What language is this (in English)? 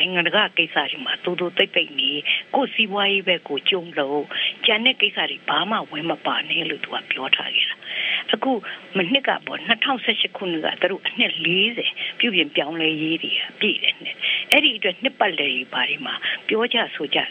Burmese